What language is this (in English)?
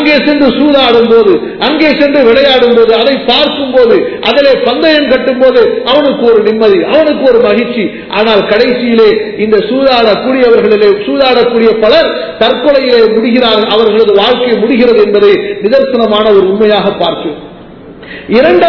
Tamil